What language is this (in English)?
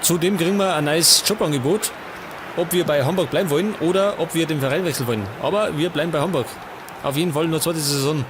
Bavarian